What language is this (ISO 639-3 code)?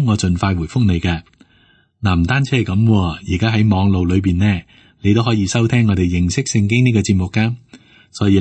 yue